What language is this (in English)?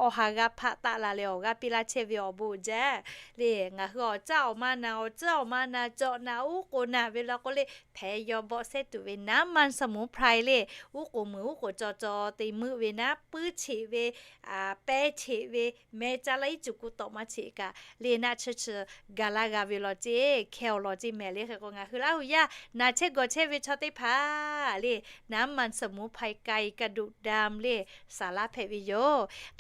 Lahu